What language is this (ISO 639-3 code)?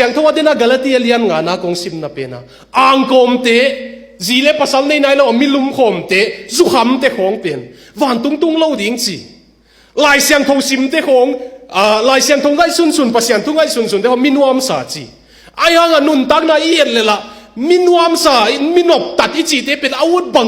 ctd